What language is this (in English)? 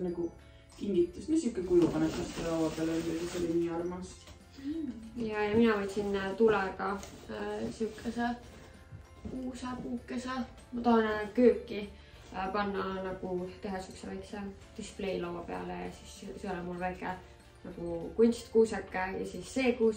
Estonian